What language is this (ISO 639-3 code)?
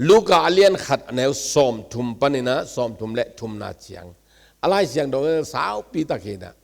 ctd